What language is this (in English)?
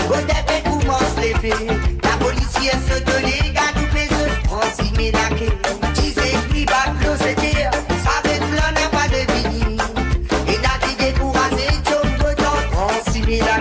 Morisyen